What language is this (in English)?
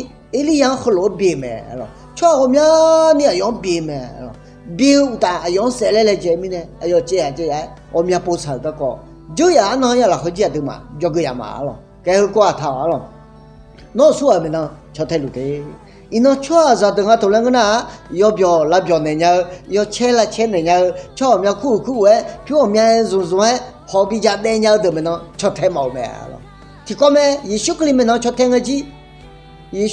Akha